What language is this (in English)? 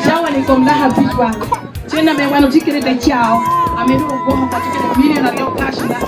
Lango (Uganda)